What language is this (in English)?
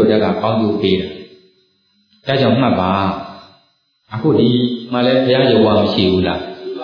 Burmese